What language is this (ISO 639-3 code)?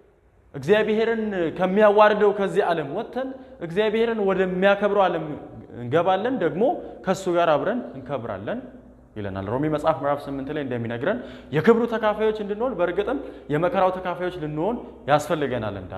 amh